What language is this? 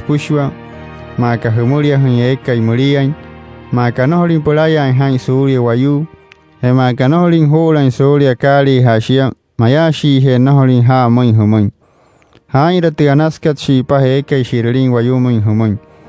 Wayuu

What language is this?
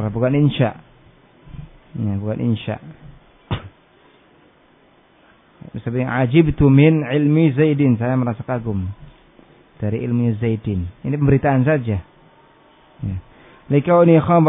Indonesian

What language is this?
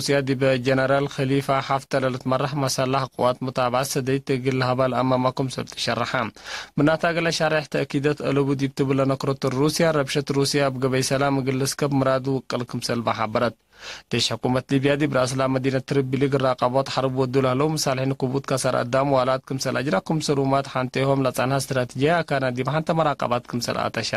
Tigre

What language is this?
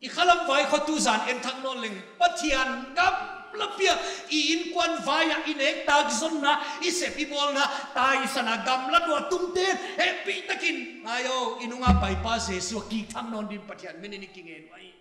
Paite Chin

